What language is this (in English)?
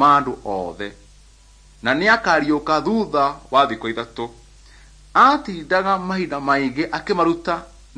Kikuyu